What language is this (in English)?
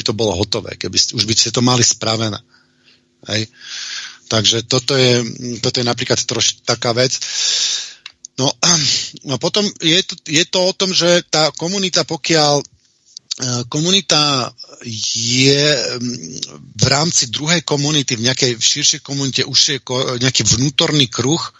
Slovak